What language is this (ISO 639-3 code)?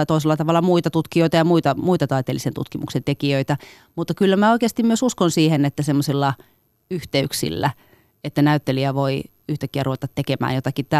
fin